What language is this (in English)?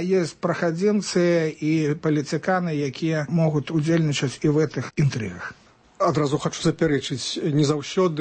Belarusian